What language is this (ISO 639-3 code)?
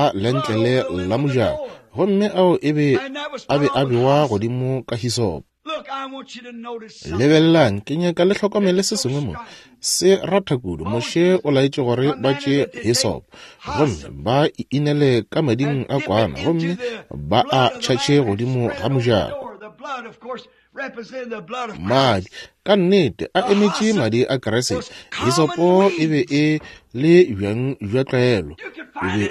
nso